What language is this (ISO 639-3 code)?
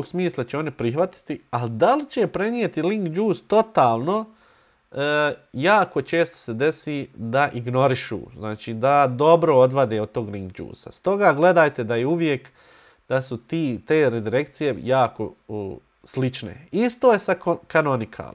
bos